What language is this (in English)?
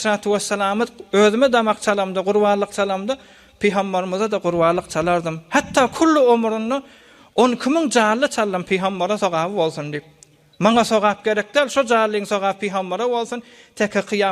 Turkmen